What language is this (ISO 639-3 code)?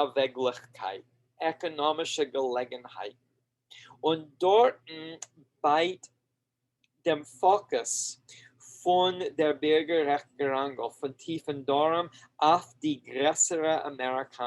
yid